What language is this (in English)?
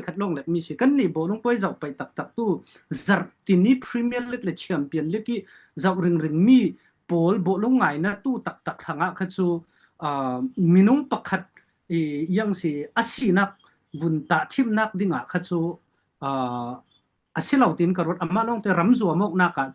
Falam Chin